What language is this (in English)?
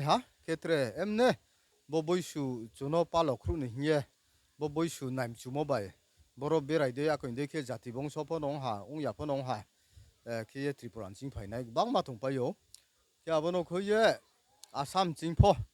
Riang (India)